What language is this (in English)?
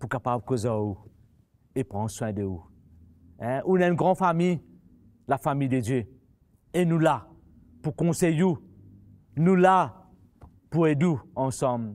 Morisyen